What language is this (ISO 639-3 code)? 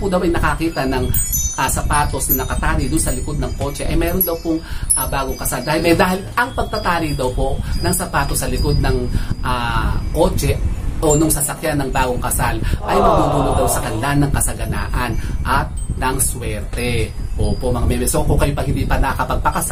fil